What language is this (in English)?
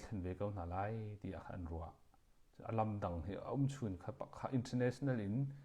Hakha Chin